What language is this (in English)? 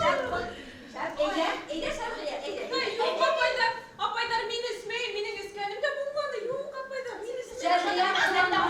Bashkir